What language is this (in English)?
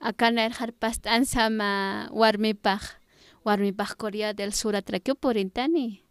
Aymara